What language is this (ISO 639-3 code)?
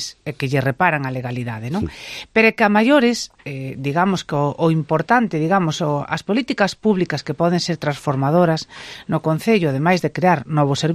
glg